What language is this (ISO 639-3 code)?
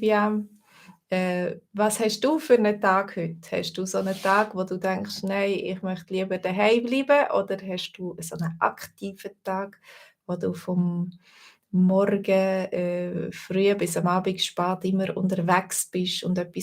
gsw